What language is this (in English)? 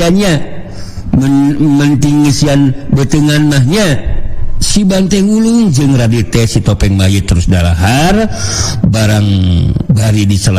Sundanese